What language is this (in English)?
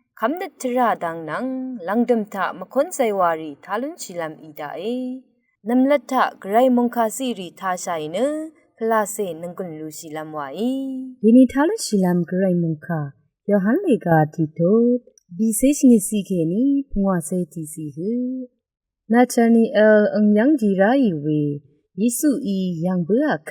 Rawang